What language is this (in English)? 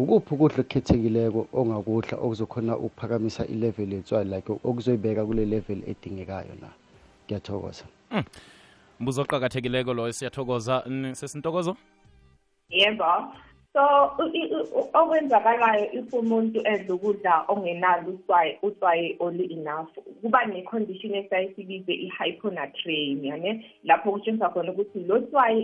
South Ndebele